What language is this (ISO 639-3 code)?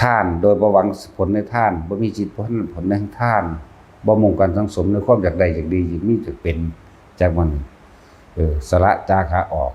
tts